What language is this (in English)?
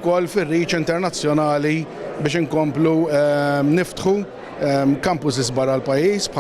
Maltese